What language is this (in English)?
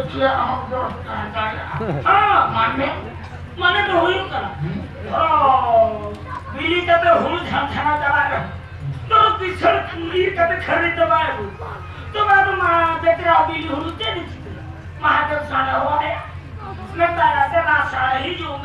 Santali